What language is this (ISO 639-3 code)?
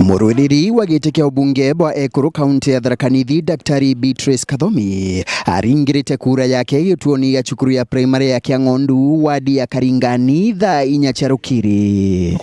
mer